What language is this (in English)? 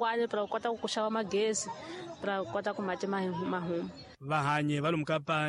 Tsonga